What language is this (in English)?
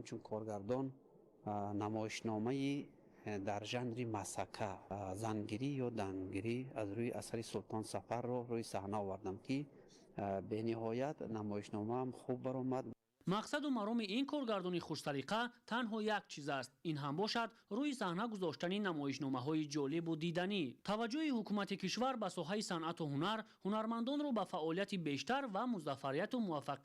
Tajik